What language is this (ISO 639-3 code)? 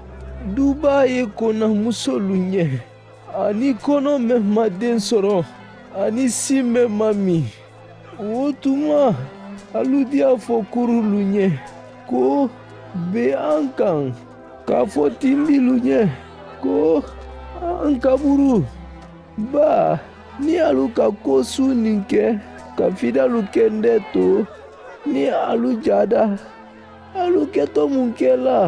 man